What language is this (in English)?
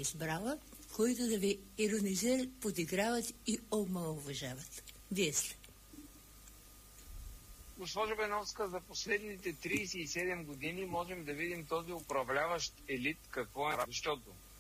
Bulgarian